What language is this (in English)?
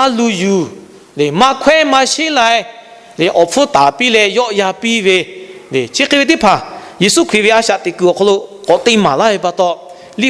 Lahu